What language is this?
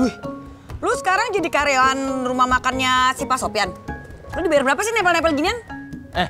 Betawi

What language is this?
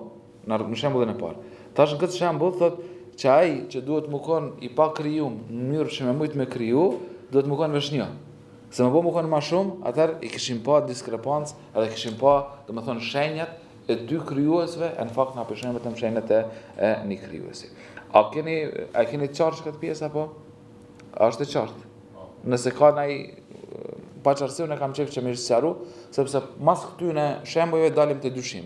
Albanian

